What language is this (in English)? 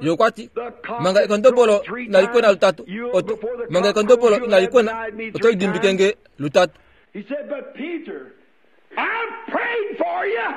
Kuanyama